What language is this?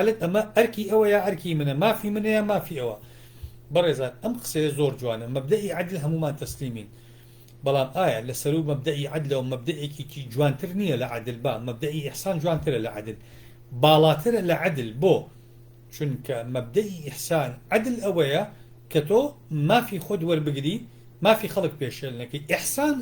Central Kurdish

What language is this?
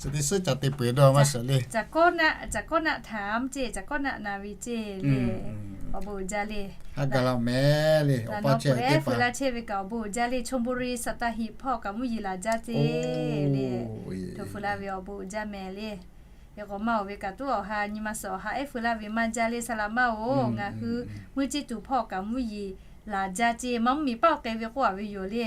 Lahu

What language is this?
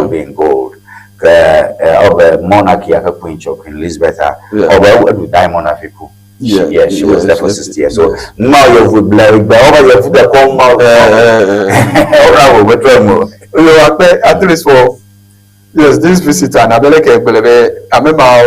Ewe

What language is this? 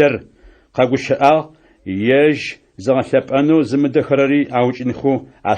Adyghe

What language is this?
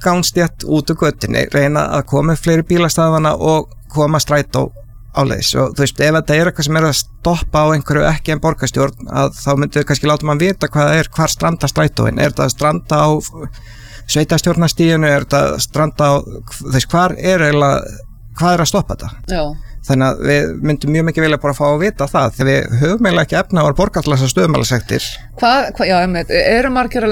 Icelandic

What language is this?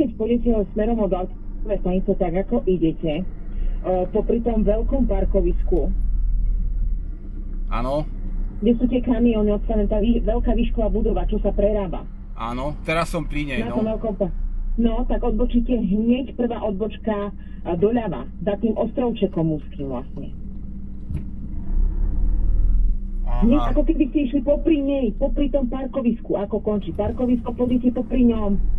Slovak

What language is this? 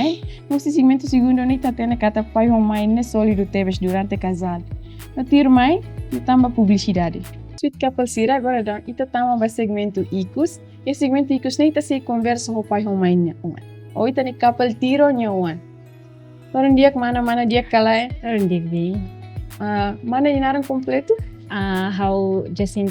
Tetum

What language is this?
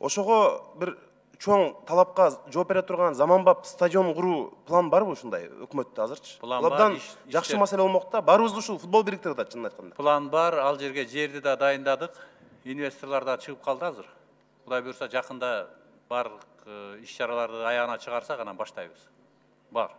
Kyrgyz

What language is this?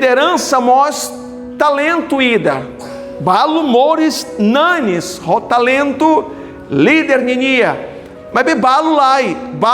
Tetum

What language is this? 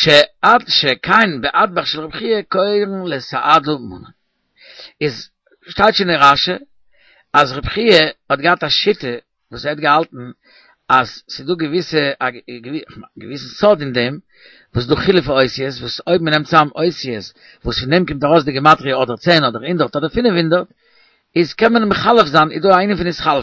Yiddish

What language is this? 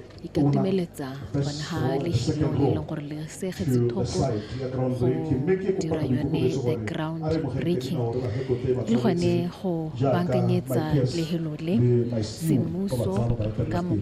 Tswana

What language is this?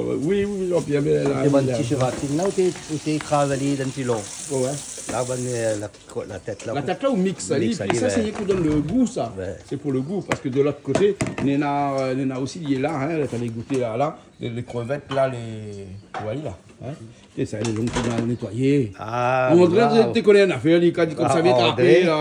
Réunion Creole French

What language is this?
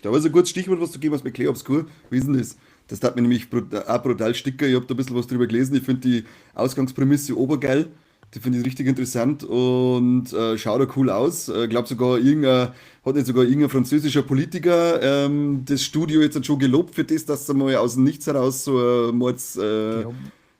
Bavarian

